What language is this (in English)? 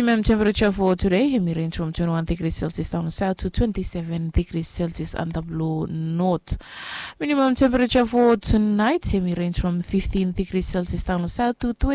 Bislama